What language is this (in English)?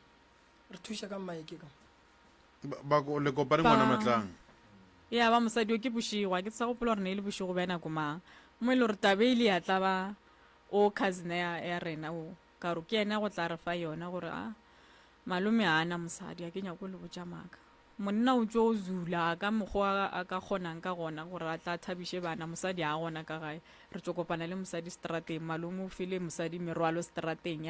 Northern Sotho